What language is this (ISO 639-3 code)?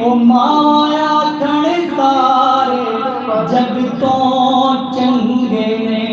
skr